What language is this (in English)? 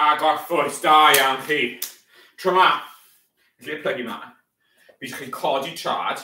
Welsh